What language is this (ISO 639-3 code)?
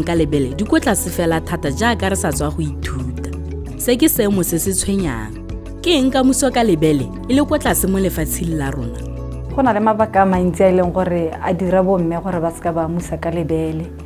tsn